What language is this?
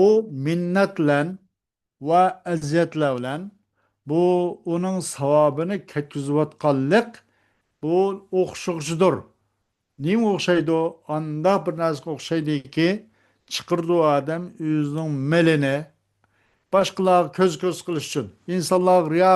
Uyghur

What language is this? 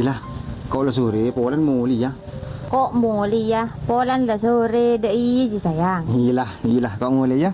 Madurese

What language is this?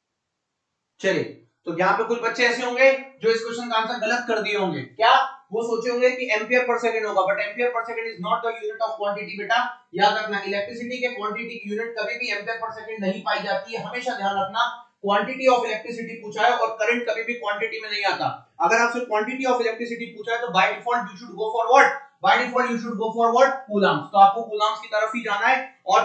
Hindi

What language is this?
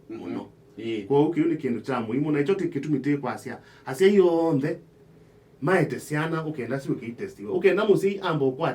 Kamba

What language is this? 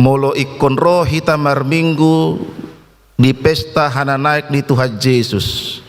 Batak Toba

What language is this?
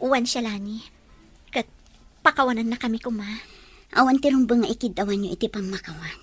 Iloko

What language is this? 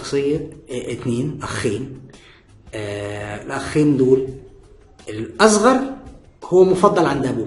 Egyptian Arabic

